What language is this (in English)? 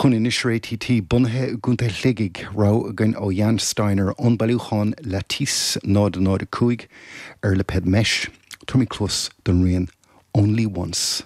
Irish